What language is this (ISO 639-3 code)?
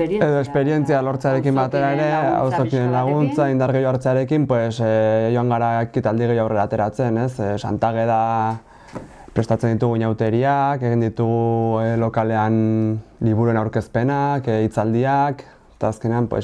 eus